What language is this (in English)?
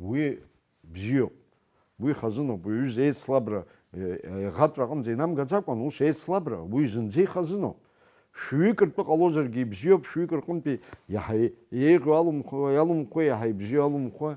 Abkhazian